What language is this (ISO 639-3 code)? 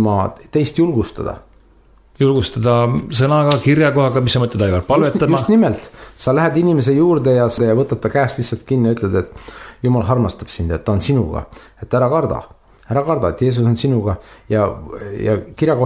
est